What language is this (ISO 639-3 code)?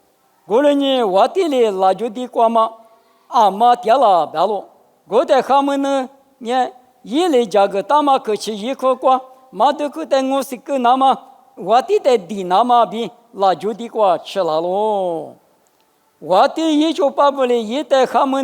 lis